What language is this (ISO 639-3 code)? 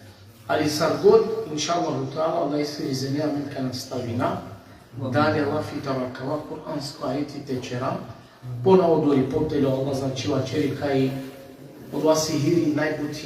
rmn